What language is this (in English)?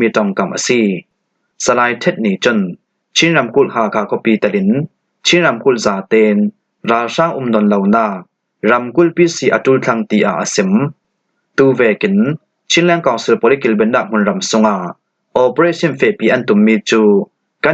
Falam Chin